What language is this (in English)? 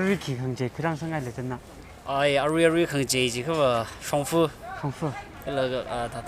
Tangkhul Naga (India)